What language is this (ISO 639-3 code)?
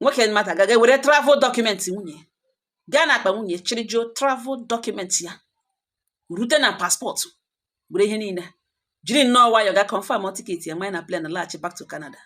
ibo